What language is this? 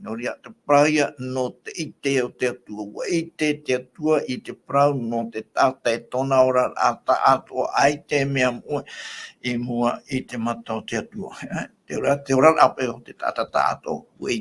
Tahitian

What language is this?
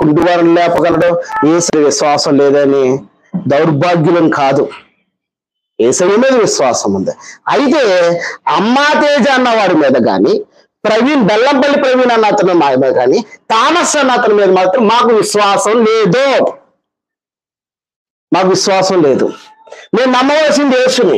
Telugu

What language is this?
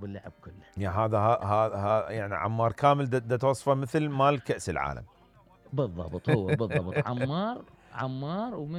Mesopotamian Arabic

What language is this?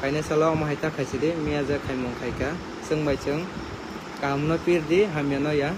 Kok Borok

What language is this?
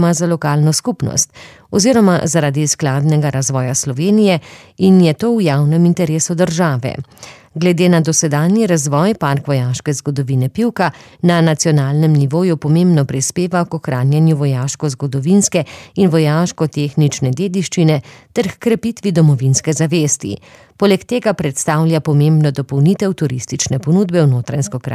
Slovenian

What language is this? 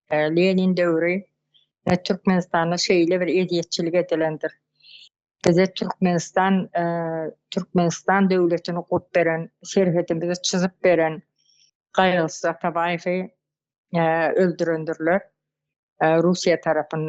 Turkmen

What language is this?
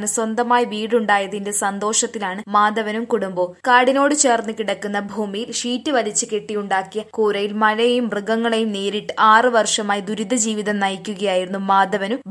Malayalam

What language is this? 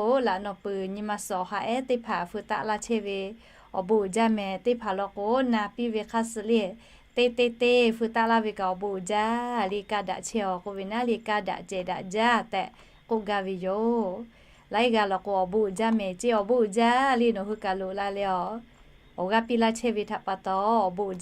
Lahu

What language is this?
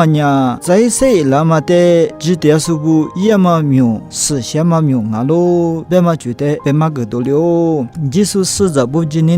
Lisu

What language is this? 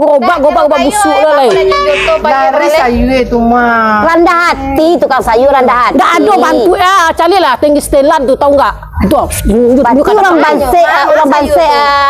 Minangkabau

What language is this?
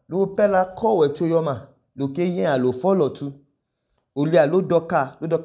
Idoma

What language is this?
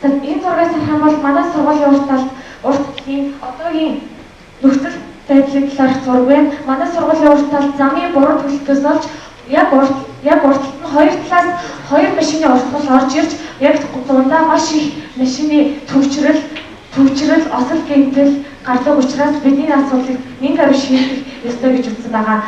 Mongolian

